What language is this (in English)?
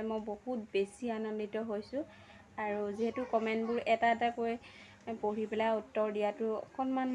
Assamese